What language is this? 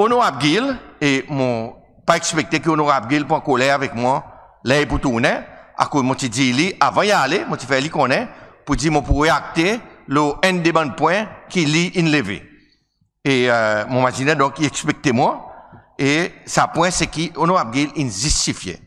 Seselwa Creole French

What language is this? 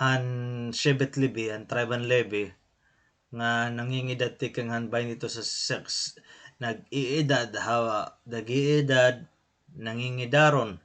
Waray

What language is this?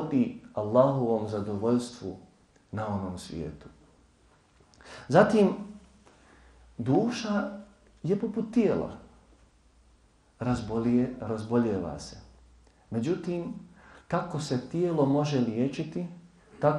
Bosnian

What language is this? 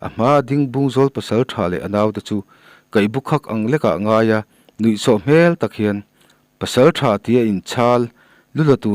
Mizo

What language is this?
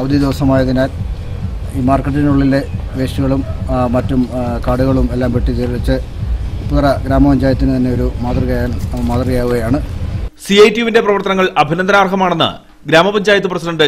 Malayalam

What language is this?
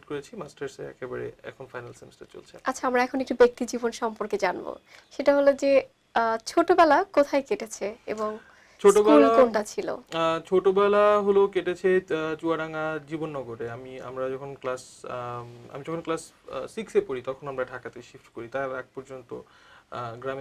Bangla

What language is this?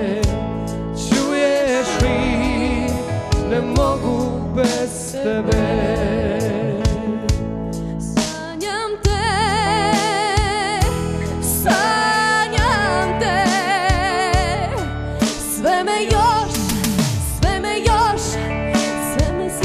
Croatian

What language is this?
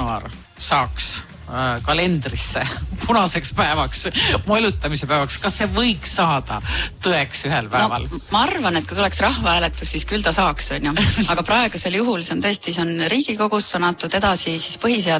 Estonian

